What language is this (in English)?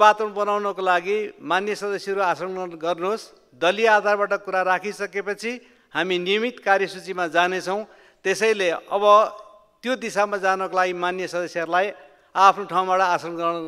Nepali